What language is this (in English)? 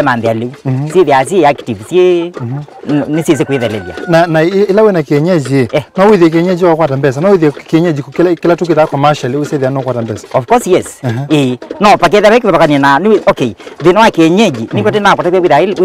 Kamba